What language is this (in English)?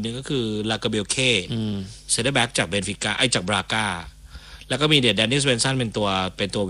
Thai